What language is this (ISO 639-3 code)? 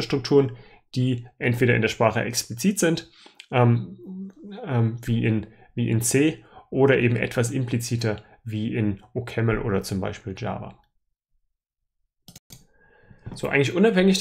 deu